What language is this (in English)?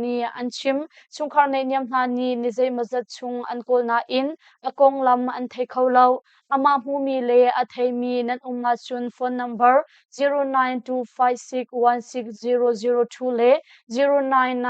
Hakha Chin